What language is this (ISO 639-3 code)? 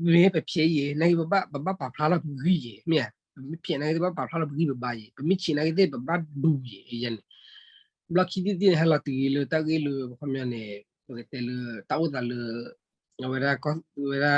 ksw